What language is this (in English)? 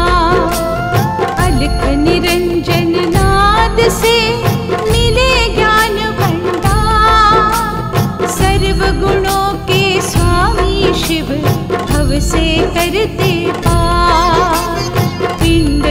Hindi